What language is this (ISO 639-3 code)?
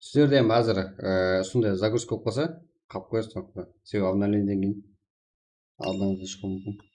kaa